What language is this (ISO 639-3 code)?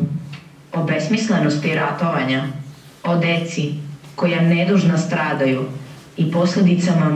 srp